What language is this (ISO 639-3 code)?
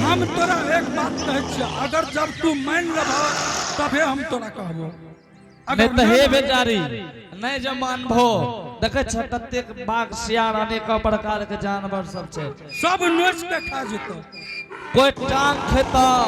anp